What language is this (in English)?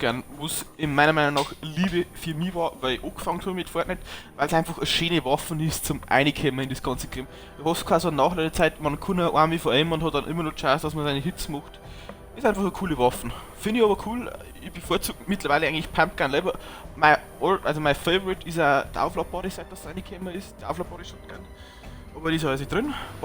Bavarian